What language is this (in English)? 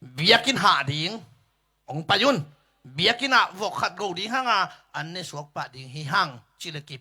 Tedim Chin